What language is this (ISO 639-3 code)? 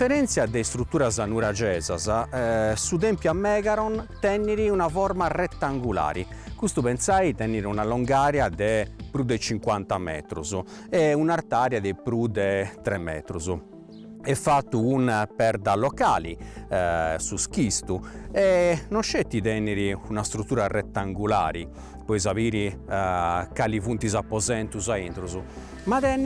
srd